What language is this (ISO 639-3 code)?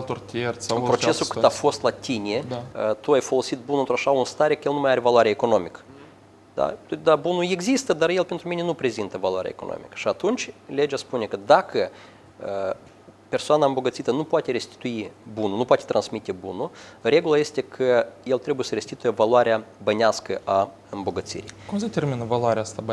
ron